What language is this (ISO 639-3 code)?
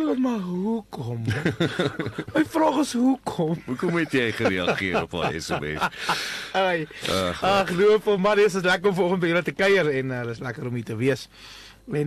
afr